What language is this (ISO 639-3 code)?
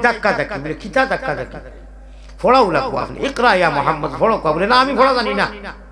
syl